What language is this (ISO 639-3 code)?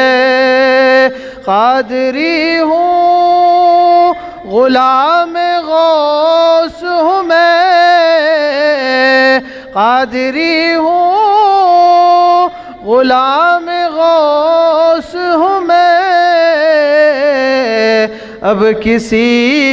urd